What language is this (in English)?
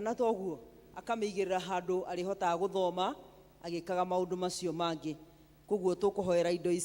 Kikuyu